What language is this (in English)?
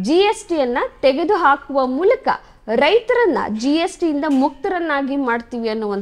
Kannada